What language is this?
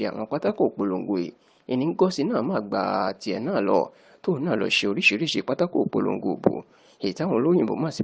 Yoruba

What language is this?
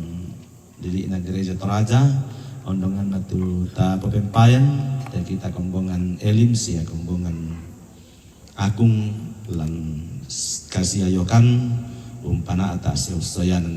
Toraja-Sa'dan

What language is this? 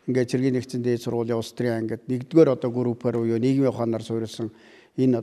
Mongolian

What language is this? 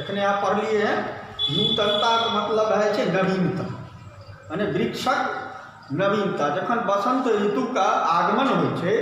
Maithili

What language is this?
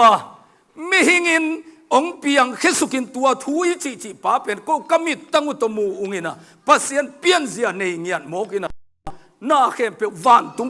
Tedim Chin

